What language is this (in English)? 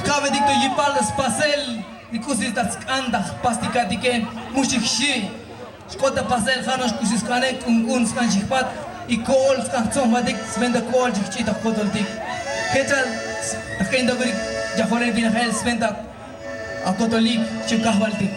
Tzotzil